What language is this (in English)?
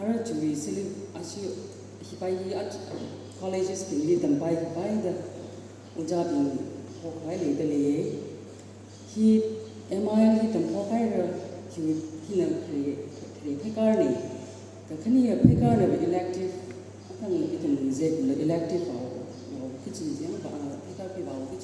Tangkhul Naga (India)